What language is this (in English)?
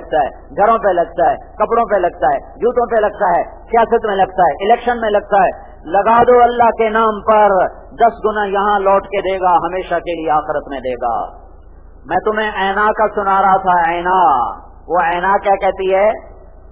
Urdu